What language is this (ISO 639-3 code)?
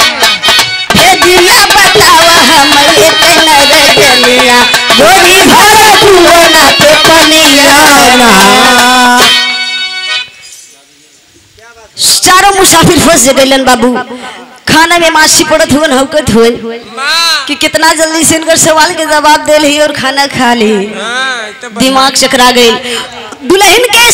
bho